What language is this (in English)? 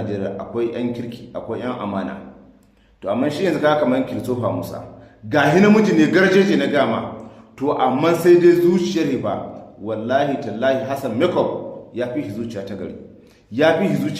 Hausa